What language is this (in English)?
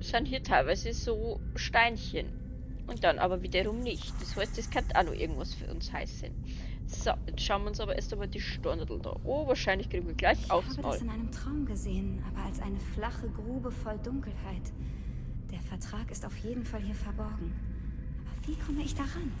Bavarian